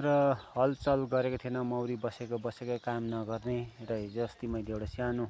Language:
Nepali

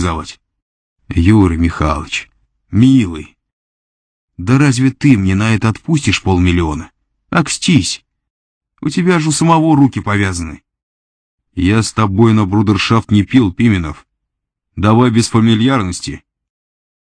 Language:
Russian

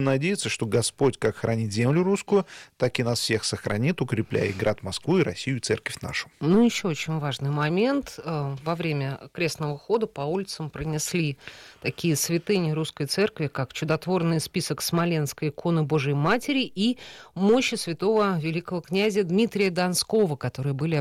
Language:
Russian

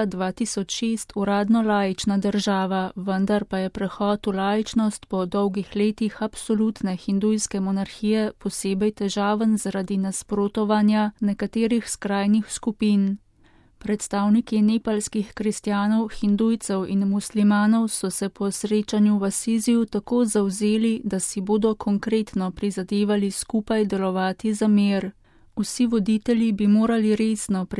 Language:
Slovenian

